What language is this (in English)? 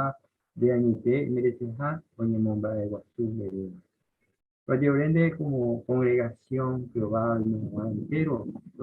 Guarani